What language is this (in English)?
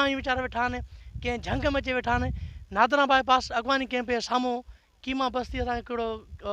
Sindhi